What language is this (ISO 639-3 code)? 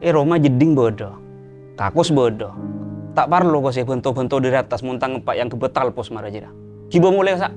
mad